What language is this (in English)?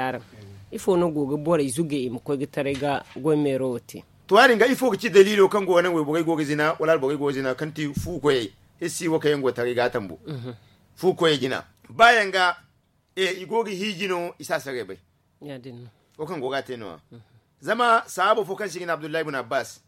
Zarma